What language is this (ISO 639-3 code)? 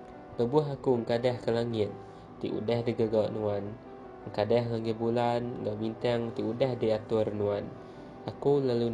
iba